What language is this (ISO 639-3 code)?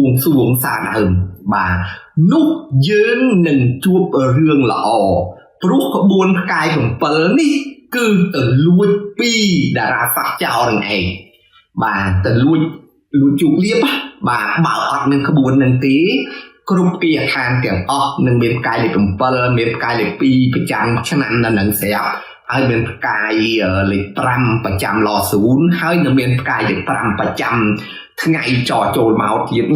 khm